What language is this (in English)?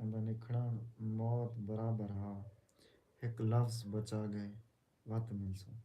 Saraiki